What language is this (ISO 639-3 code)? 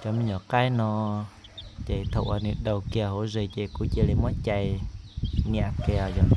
hmn